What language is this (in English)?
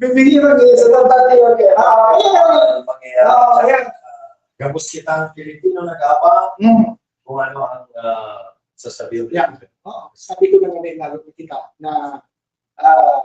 Bikol